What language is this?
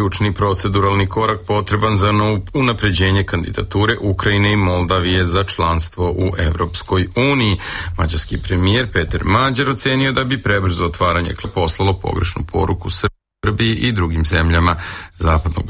Serbian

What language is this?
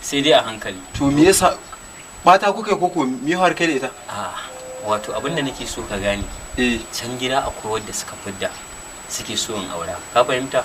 Hausa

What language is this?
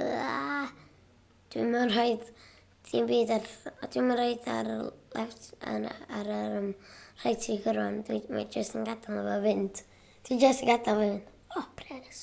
Welsh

